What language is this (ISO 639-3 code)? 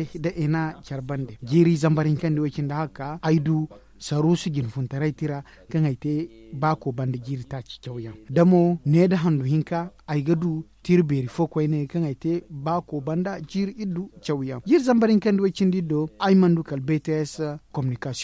dje